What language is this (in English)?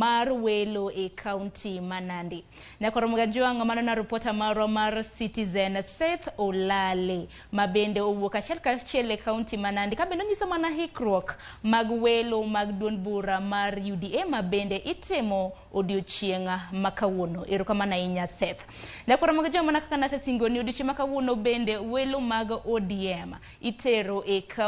Luo (Kenya and Tanzania)